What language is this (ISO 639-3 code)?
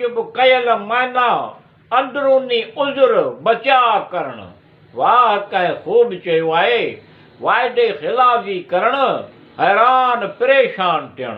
snd